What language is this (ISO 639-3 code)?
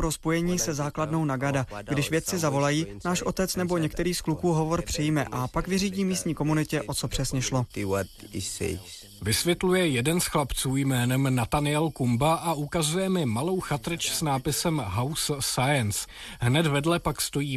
ces